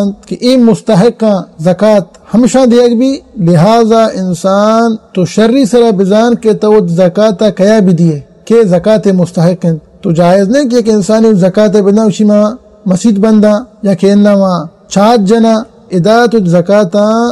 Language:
Baluchi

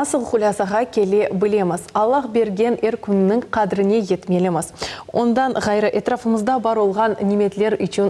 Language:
Crimean Tatar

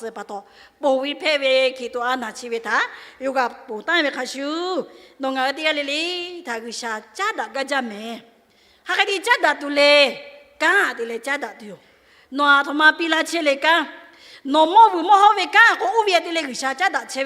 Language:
Lahu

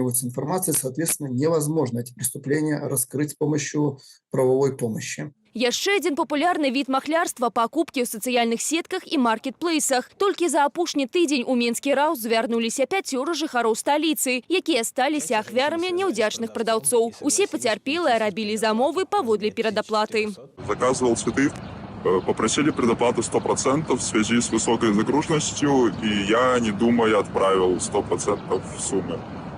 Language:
Belarusian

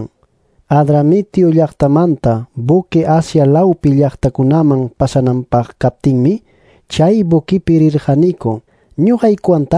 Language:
Quechua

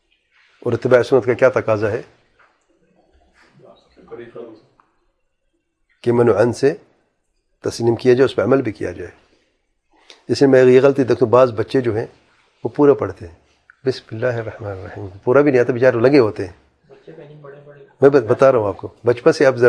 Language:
Urdu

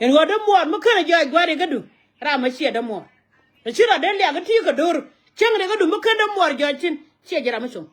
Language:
Nuer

